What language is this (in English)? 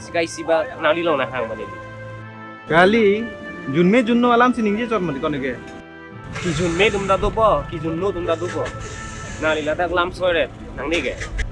Karbi